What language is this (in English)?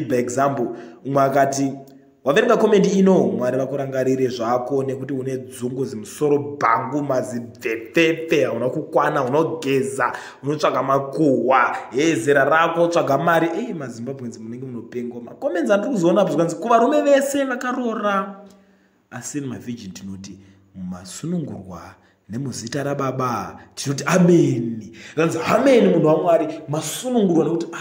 Shona